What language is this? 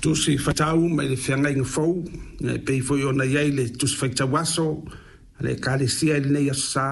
Samoan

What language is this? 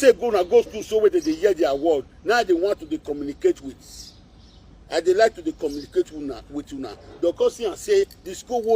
Nigerian Pidgin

